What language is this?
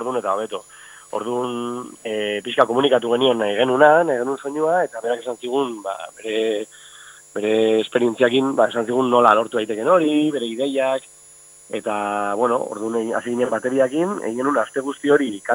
Basque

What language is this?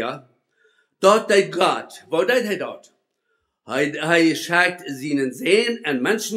Plautdietsch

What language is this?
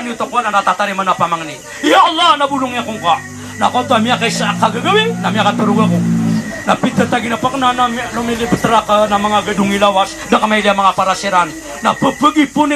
Maranao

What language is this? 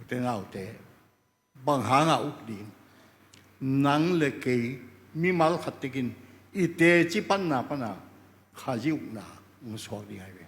Tedim Chin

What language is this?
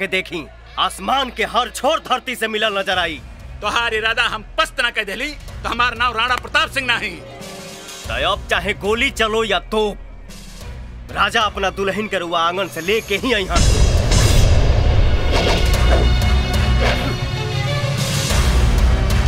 Bhojpuri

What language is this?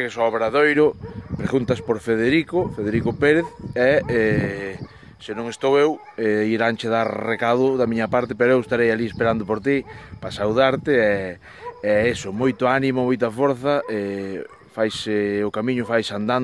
Galician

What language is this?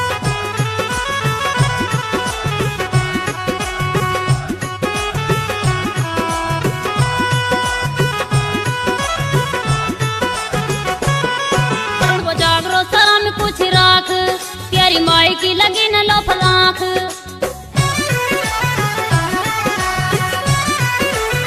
Haryanvi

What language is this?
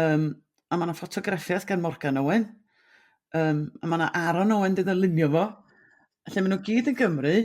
Welsh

